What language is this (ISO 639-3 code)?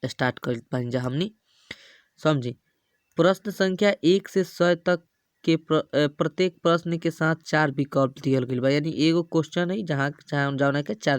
bho